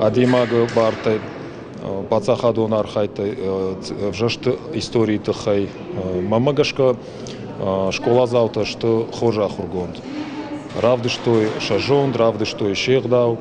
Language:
Ossetic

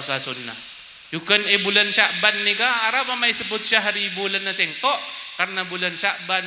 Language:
Madurese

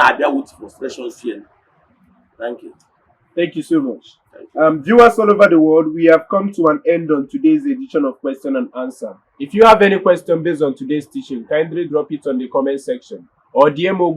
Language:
Igbo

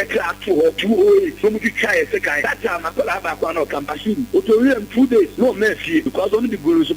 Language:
Akan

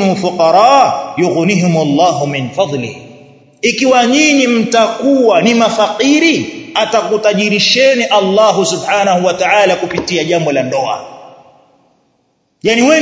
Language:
Swahili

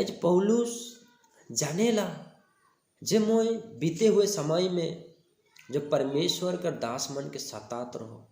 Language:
Sadri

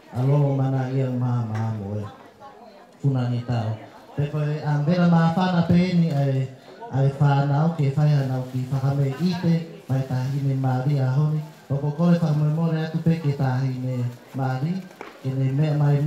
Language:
Tongan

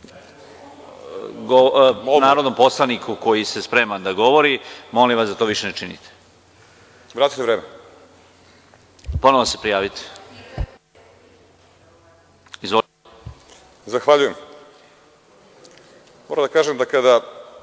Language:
Serbian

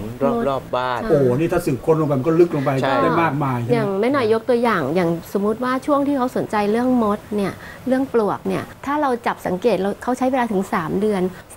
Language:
Thai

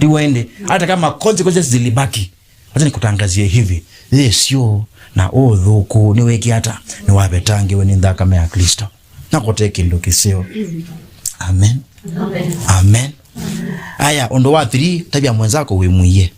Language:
Kamba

